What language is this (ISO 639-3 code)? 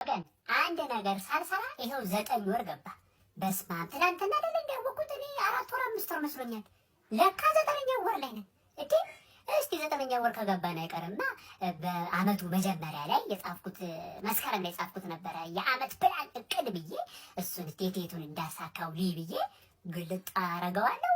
amh